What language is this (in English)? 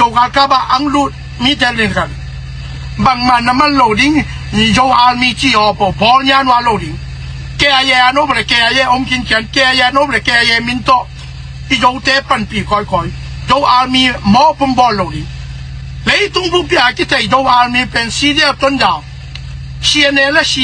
Tedim Chin